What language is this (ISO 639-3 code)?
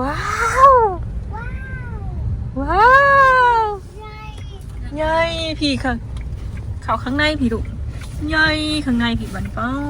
tts